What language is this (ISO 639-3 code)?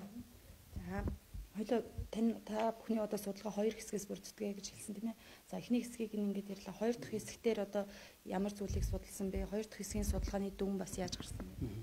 mon